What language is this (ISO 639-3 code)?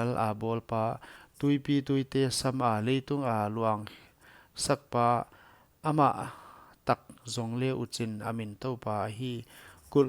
pck